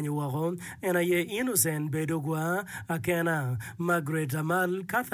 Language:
Acoli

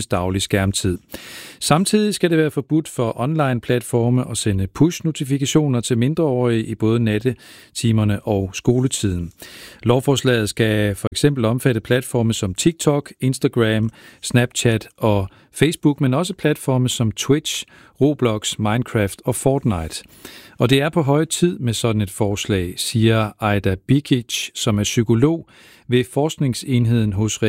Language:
Danish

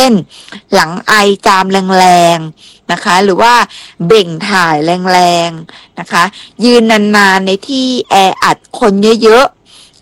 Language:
Thai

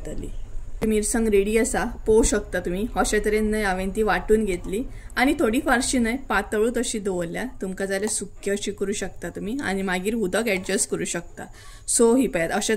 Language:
Konkani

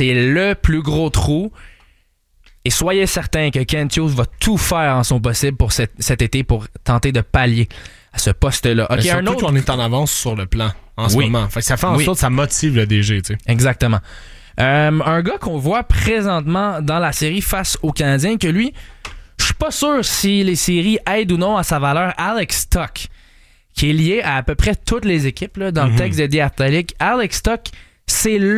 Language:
French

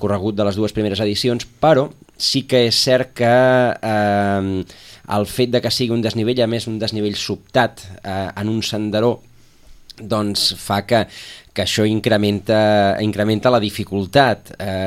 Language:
Catalan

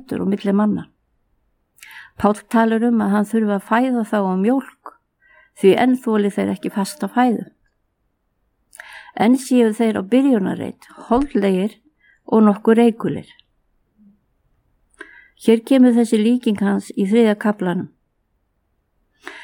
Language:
Icelandic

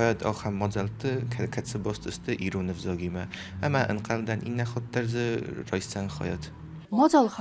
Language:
Ossetic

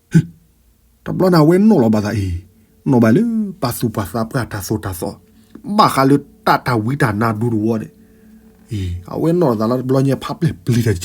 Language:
S'gaw Karen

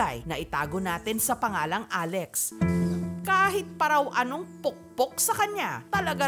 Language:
Filipino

